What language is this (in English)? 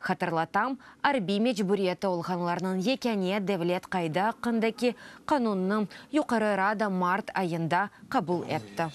Crimean Tatar